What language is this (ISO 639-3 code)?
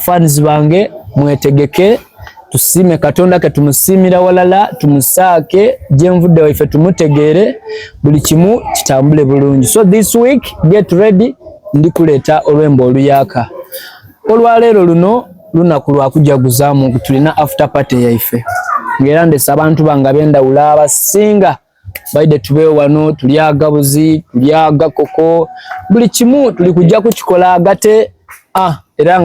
xog